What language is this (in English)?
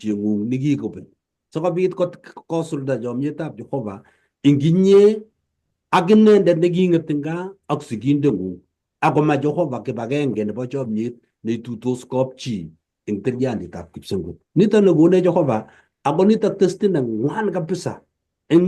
Kalenjin